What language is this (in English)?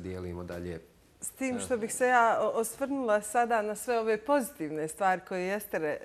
Bosnian